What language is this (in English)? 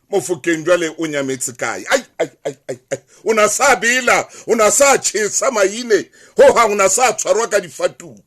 Southern Sotho